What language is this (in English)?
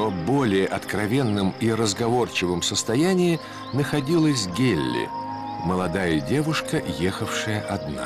Russian